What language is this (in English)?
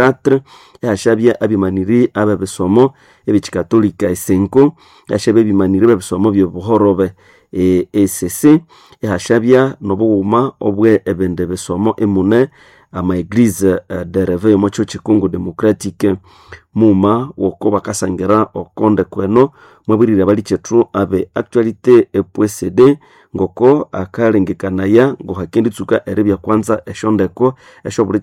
Nande